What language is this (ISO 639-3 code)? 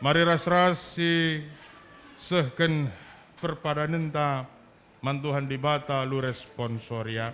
btx